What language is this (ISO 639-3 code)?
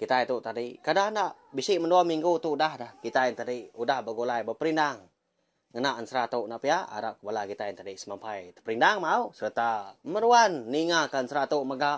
iba